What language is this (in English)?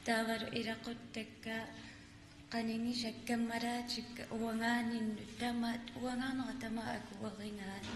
Kalaallisut